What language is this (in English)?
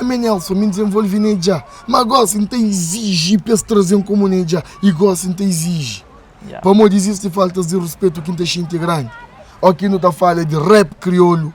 Kabuverdianu